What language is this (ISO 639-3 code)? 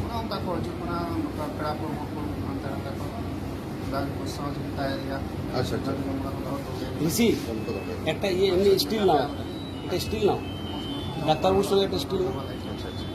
sat